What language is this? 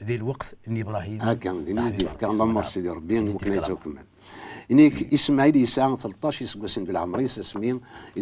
Kabyle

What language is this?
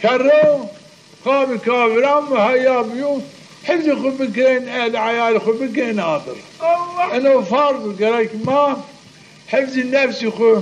Zaza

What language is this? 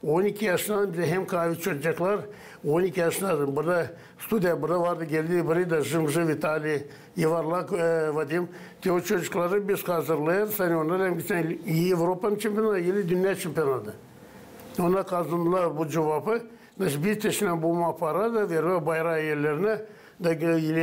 Gagauz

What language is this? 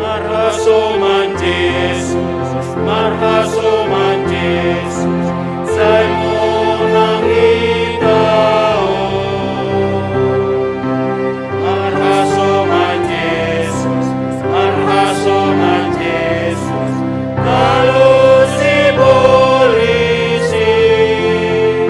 Batak Simalungun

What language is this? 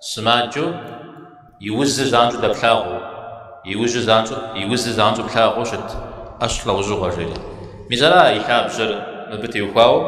Kabardian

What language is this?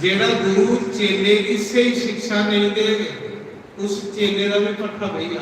Dogri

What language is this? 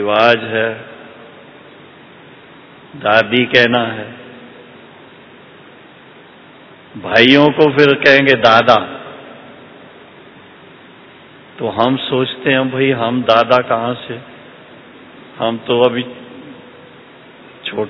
Hindi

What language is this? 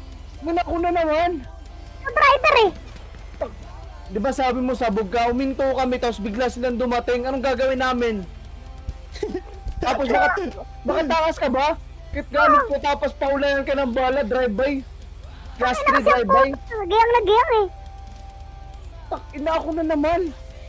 Filipino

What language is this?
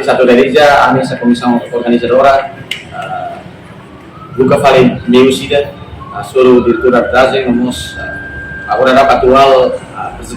Tetum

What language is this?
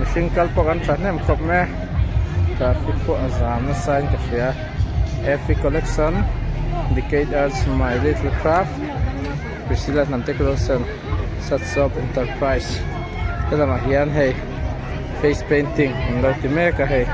Mizo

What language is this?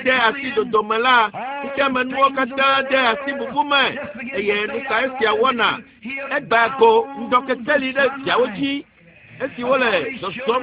Ewe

